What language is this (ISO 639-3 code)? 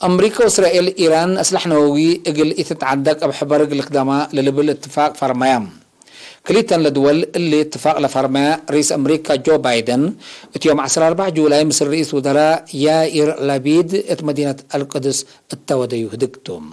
tig